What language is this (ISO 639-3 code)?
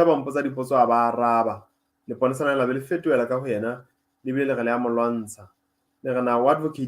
sot